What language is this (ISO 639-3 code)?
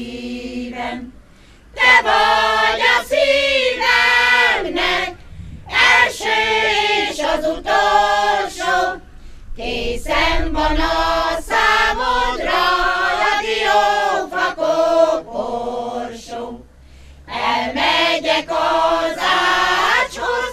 hun